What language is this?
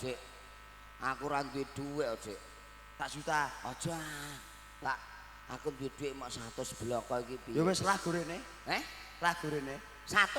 Javanese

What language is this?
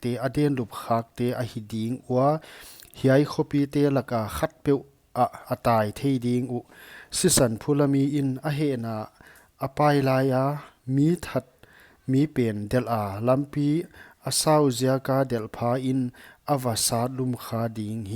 Paite Chin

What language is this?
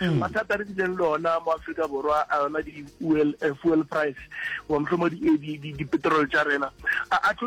Northern Sotho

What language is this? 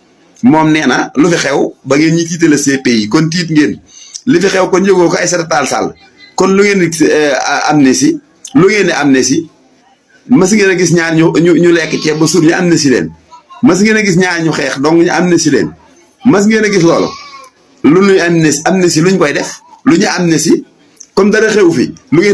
Wolof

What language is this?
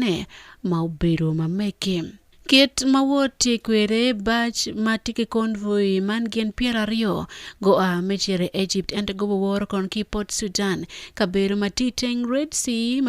Acoli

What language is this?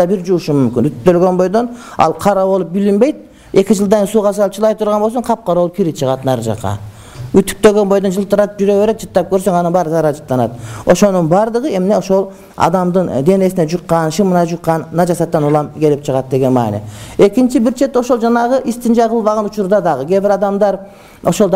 Kyrgyz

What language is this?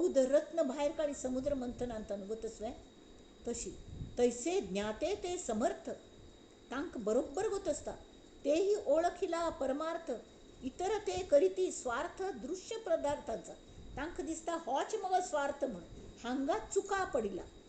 Konkani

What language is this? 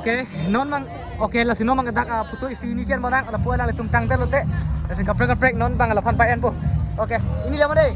Karbi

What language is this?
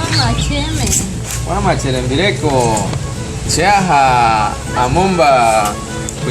Guarani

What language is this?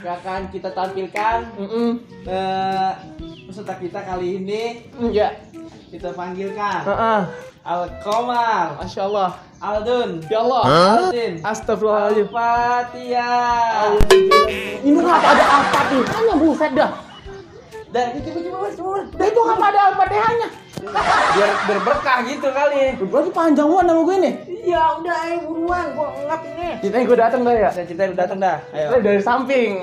Betawi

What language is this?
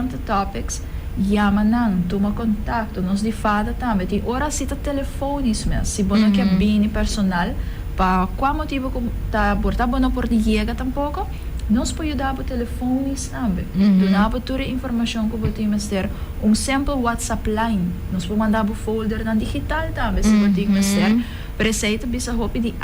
Papiamento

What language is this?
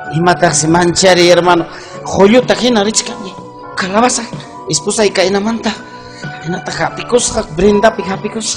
Ayacucho Quechua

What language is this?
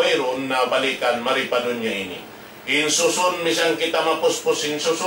Tausug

